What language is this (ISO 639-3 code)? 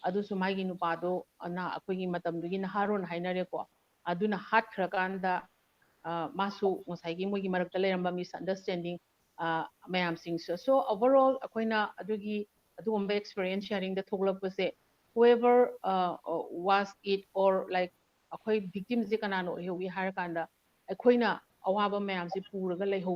mni